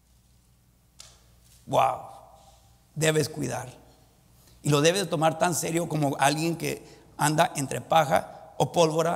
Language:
Spanish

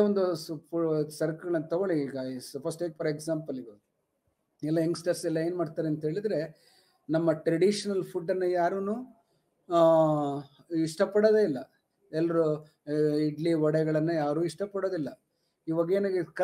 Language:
Kannada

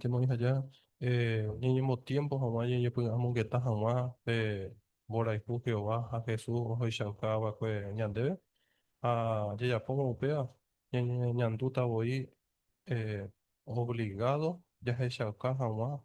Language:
Guarani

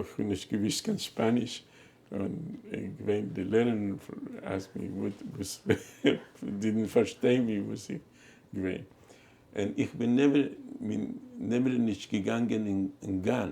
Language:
Yiddish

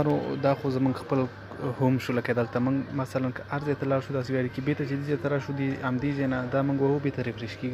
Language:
Pashto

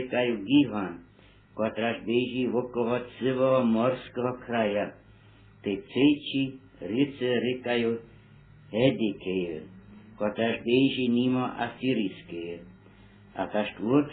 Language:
Upper Sorbian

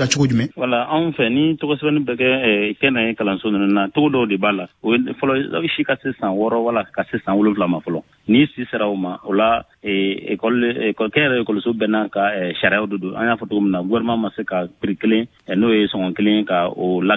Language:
Bambara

